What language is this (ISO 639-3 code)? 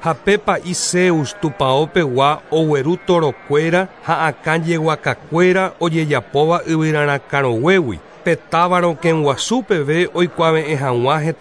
grn